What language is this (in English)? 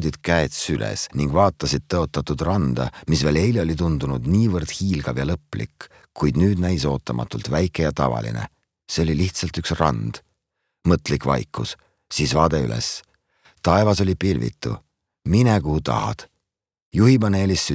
Estonian